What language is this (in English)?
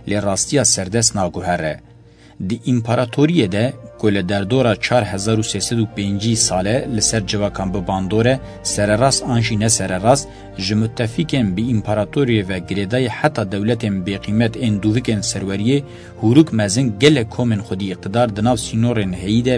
Kurdish